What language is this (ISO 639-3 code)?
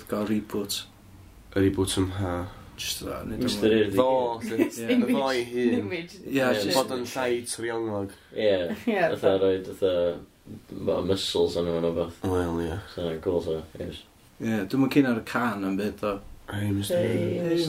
cym